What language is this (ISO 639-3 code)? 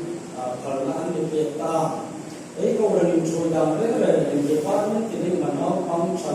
hmr